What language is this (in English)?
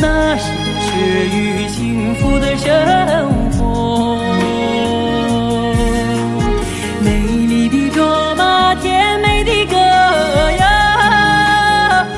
Chinese